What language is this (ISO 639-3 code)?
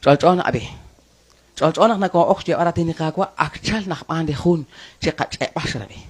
kek